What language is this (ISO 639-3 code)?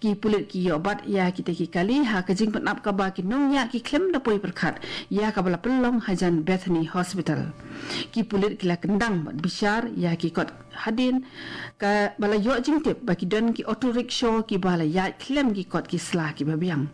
kha